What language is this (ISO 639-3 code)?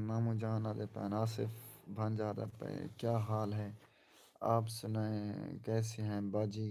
skr